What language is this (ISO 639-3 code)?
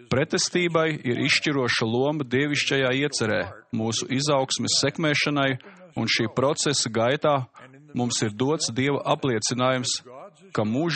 lav